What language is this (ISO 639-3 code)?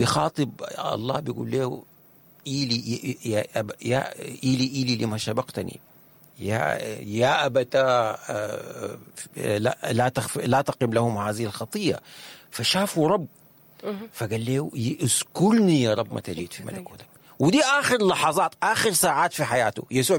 apd